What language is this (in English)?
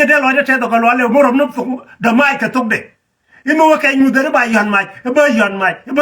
Nuer